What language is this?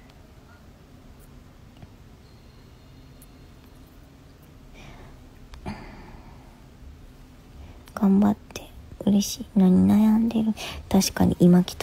Japanese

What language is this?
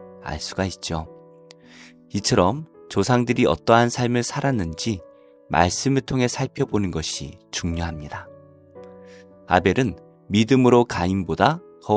Korean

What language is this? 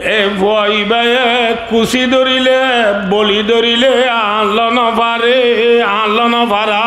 Rohingya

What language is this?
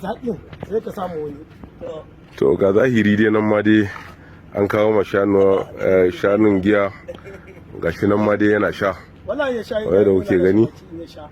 Hausa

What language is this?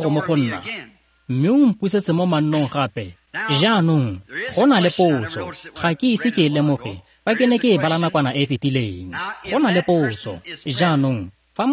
Tswana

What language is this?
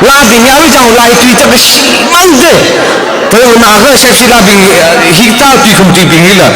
Tangkhul Naga (India)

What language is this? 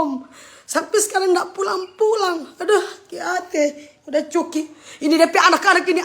Manado Malay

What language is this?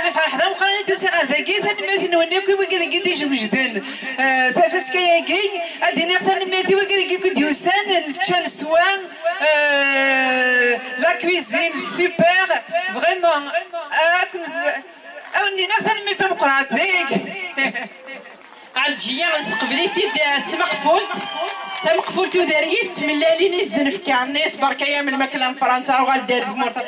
Kabyle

